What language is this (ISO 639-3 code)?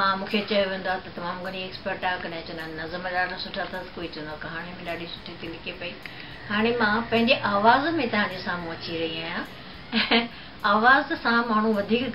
snd